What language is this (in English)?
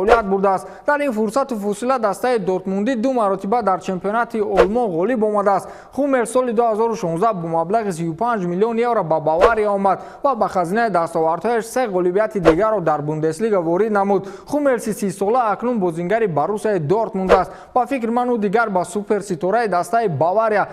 Tajik